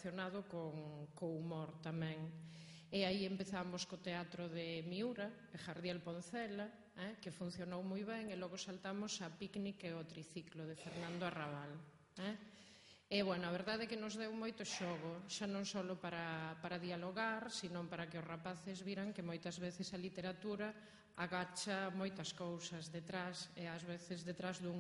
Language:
Galician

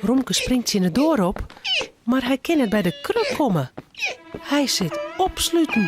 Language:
Western Frisian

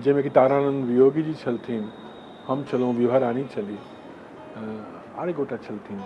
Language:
Maithili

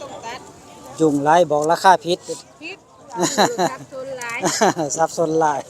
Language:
Northeastern Thai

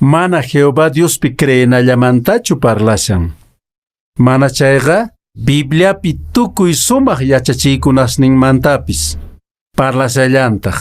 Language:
Quechua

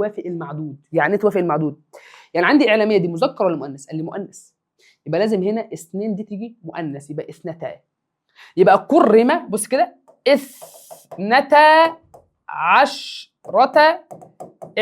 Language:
Egyptian Arabic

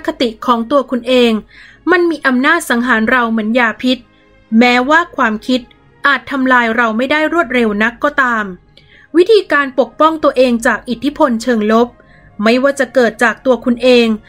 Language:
Thai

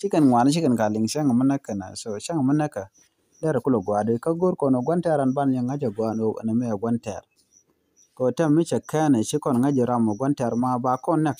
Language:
Nuer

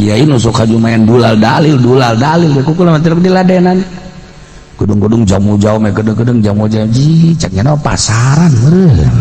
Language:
Sundanese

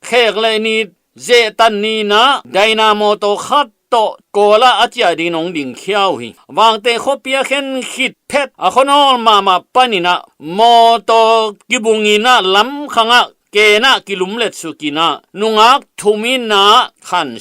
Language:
Tedim Chin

